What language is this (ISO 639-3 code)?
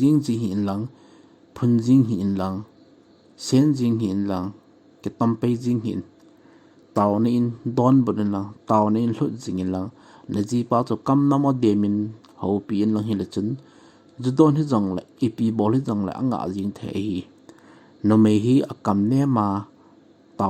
tcz